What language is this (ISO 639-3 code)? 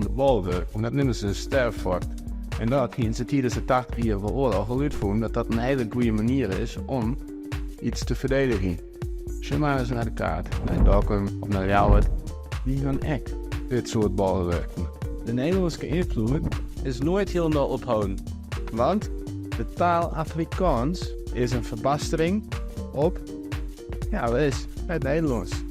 fry